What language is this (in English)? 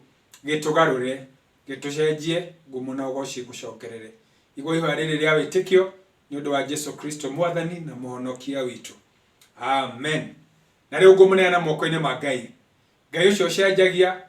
Kikuyu